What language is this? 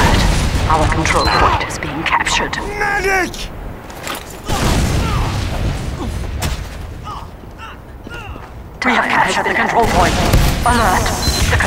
English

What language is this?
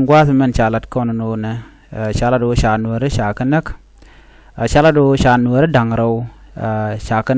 Nuer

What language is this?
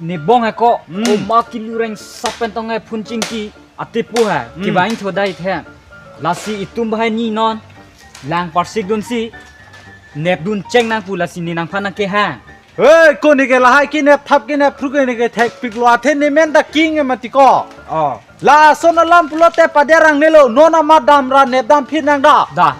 Karbi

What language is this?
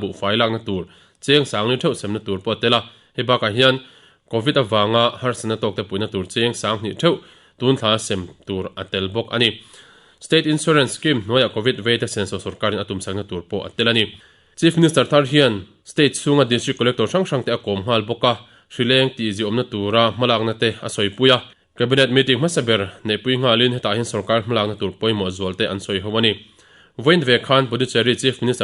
Mizo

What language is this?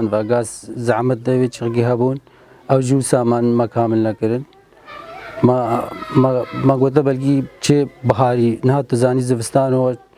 Kurdish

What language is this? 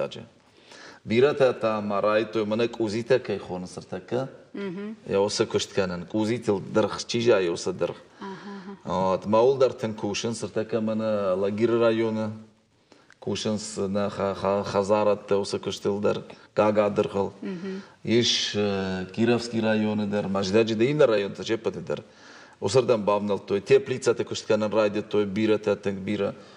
Ossetic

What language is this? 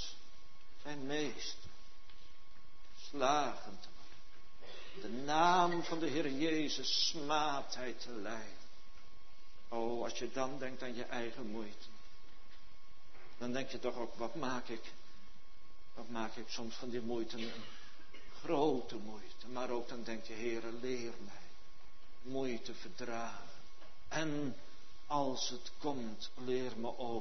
Dutch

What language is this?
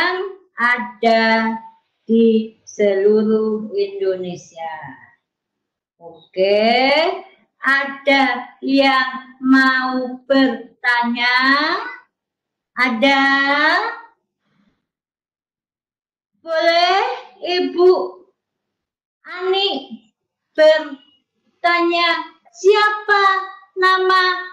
Indonesian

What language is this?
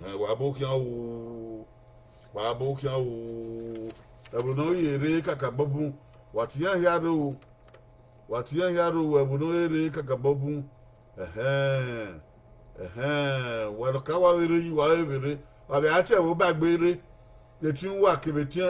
Bini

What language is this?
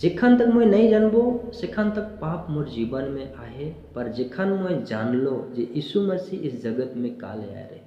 Sadri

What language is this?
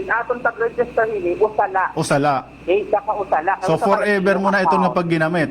Waray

